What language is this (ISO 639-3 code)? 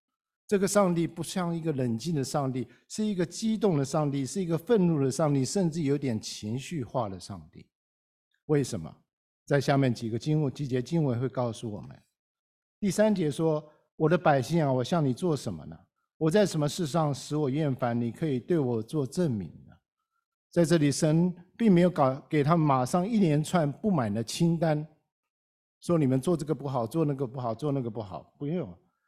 zho